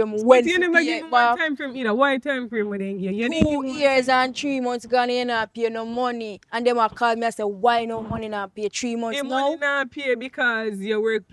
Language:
Jamaican Creole English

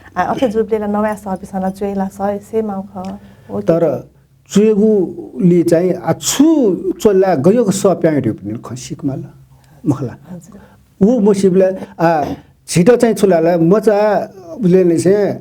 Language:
Newari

